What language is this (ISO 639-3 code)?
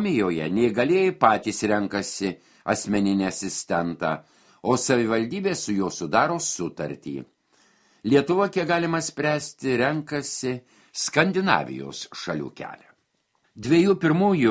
lit